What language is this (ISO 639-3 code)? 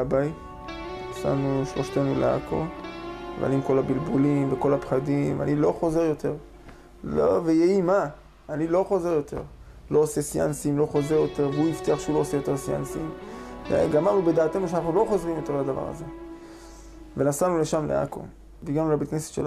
heb